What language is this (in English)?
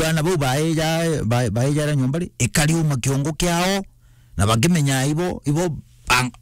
Meru